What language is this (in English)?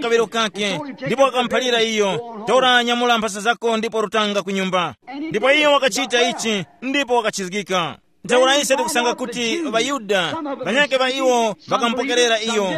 Tumbuka